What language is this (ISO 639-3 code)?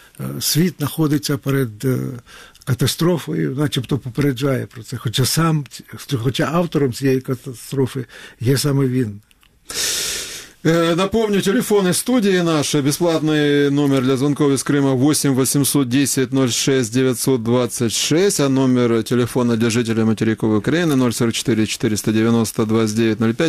ukr